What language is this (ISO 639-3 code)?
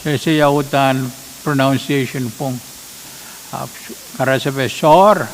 pon